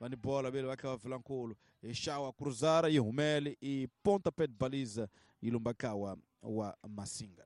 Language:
Tsonga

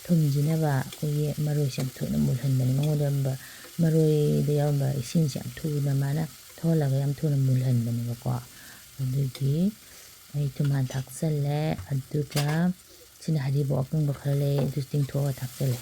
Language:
Manipuri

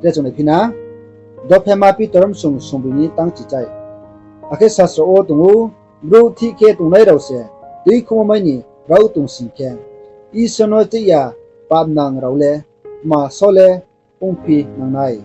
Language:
Riang (India)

